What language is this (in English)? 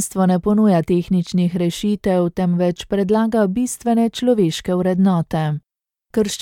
Slovenian